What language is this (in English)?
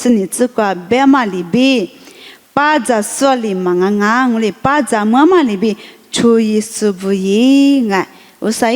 Lisu